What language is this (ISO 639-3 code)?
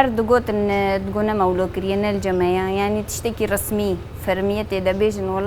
kur